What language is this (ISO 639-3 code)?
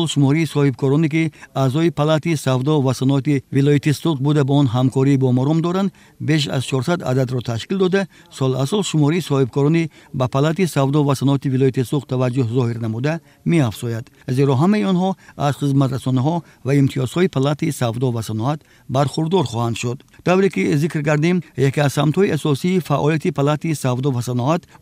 tgk